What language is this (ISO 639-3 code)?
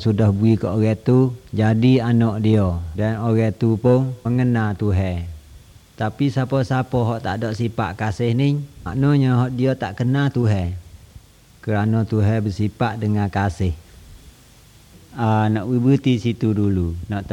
msa